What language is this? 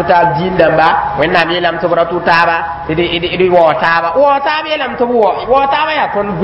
Mossi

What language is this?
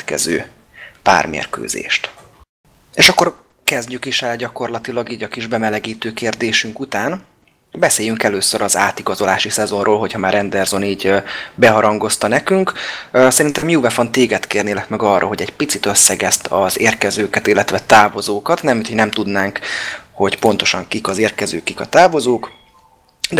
Hungarian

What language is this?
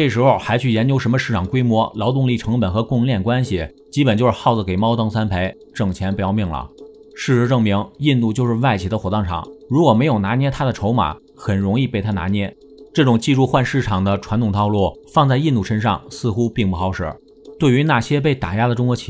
Chinese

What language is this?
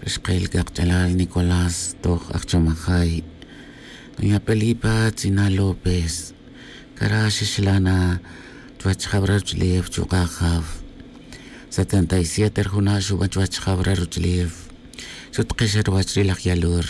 Tz'utujil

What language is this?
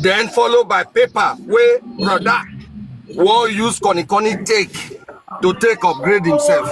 Nigerian Pidgin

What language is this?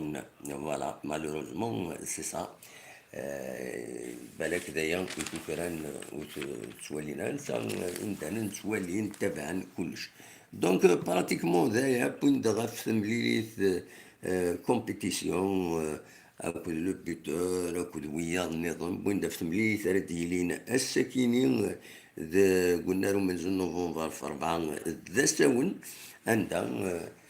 Kabyle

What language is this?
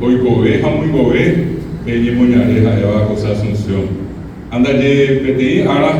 Guarani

